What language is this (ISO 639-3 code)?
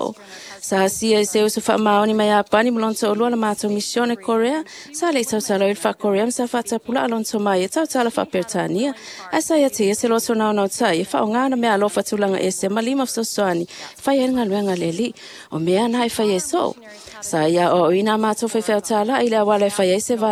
smo